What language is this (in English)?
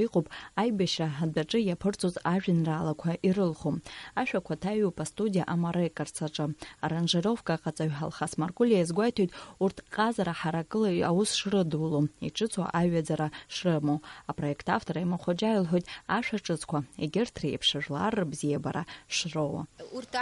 Abkhazian